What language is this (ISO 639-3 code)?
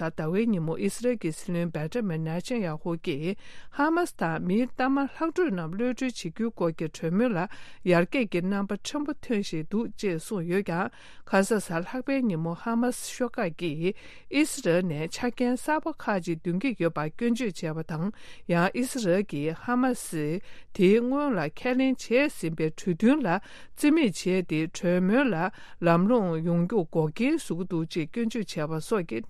bod